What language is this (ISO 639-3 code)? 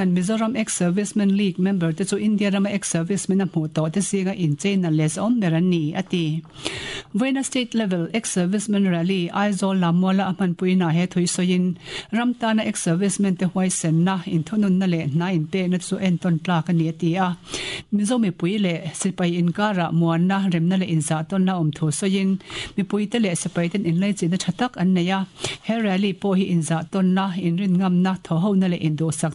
lus